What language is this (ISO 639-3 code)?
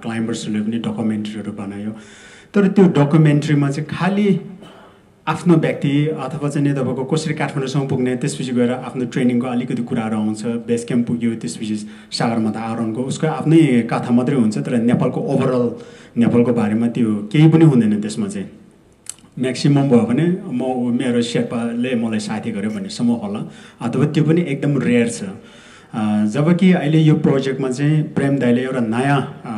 nep